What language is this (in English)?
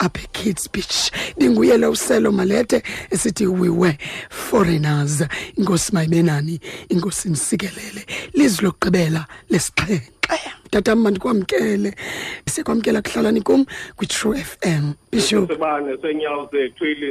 Xhosa